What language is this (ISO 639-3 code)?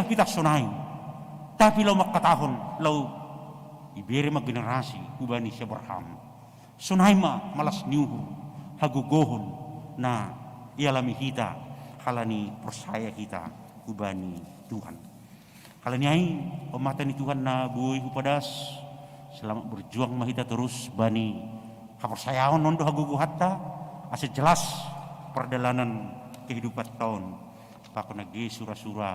bts